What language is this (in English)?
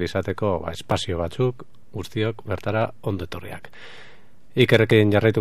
Basque